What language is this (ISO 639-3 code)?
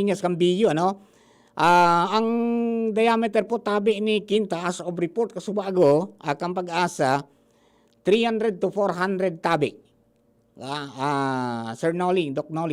bik